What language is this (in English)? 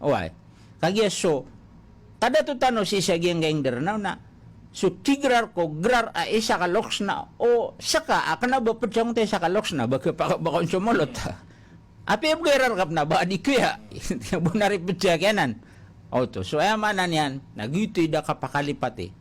Maranao